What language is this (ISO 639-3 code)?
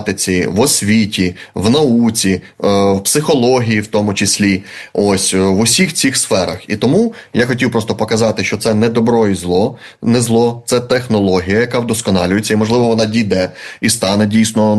ukr